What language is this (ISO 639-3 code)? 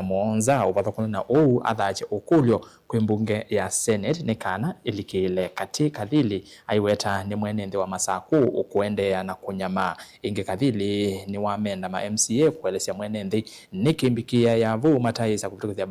kam